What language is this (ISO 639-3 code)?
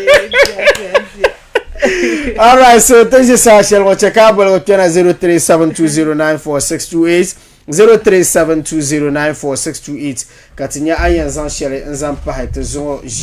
dag